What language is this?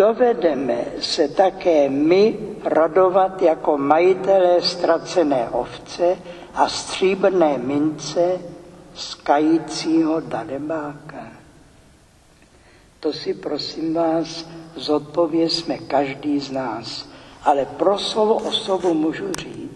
Czech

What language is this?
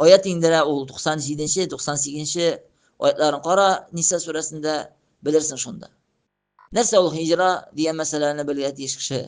Tatar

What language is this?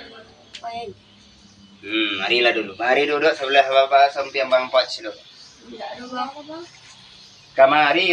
Minangkabau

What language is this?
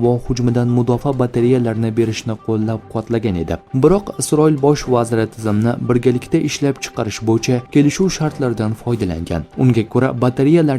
Uzbek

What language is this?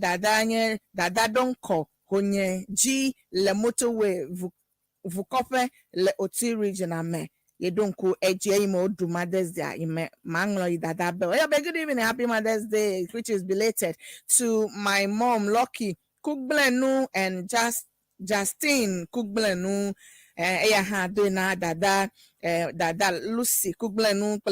Ewe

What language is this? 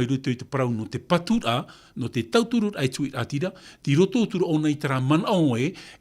Tahitian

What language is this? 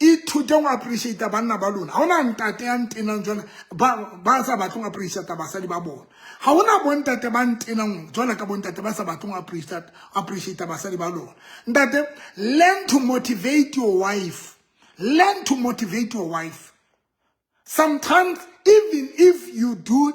Southern Sotho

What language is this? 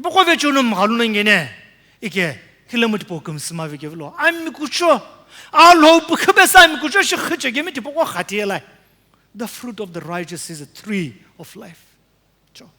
Sumi Naga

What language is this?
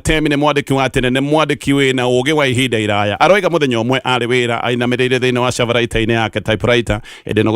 Kikuyu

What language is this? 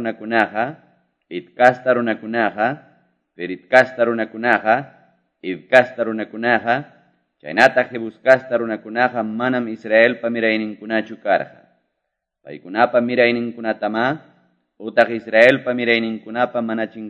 Quechua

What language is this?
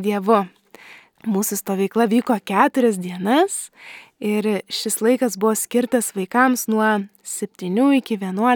Lithuanian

